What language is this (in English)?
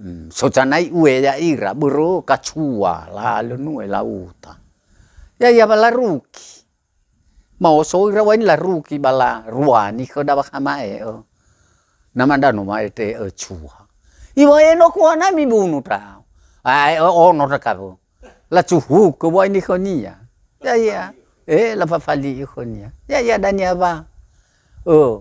Nias